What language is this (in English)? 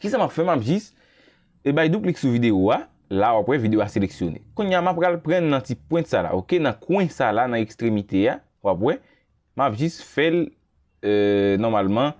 Haitian Creole